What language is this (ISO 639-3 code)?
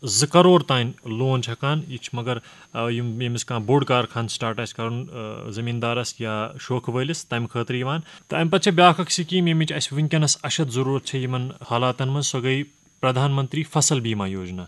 kas